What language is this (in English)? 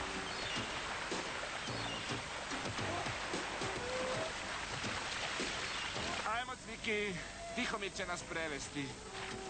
Croatian